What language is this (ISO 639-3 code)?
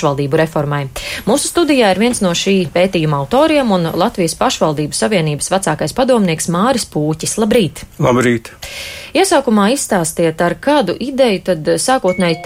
lav